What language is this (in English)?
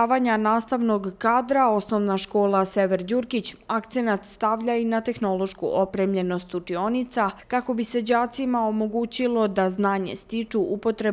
Serbian